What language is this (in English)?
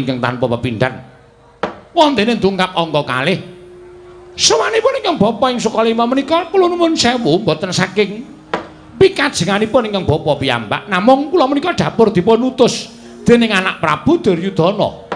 Javanese